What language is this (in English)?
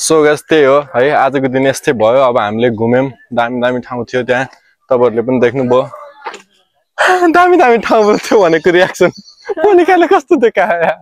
Nepali